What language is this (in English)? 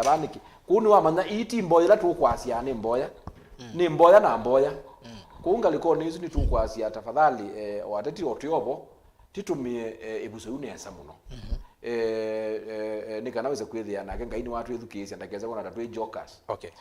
Kamba